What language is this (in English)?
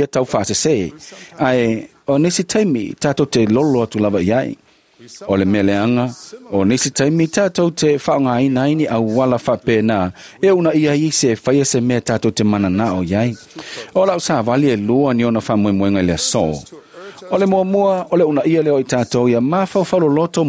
Samoan